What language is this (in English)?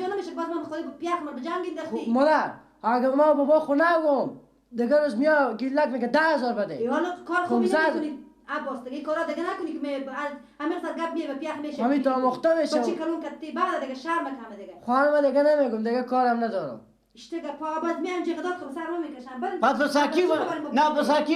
Persian